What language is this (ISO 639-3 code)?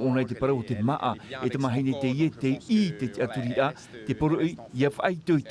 tah